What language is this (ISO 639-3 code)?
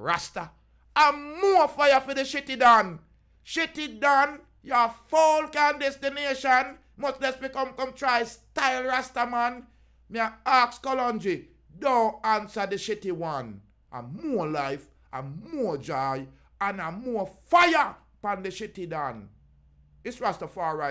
jam